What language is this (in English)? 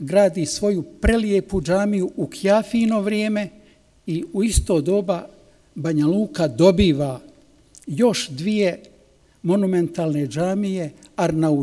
Bosnian